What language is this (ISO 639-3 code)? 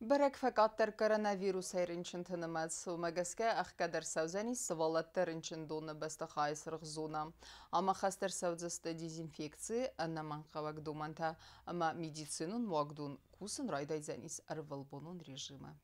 oss